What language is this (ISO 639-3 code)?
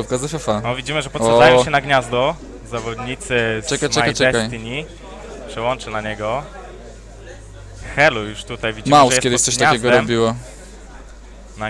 pol